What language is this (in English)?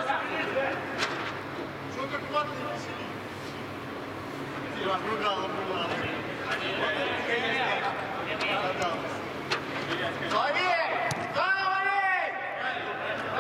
Russian